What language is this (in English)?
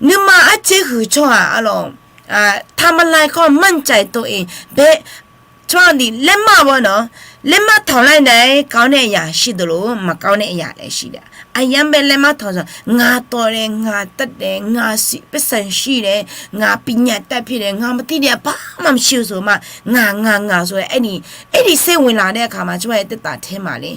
Akha